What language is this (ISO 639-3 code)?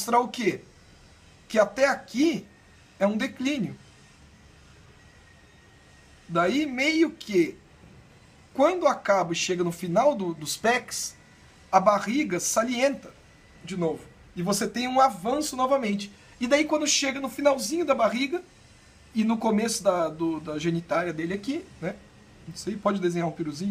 por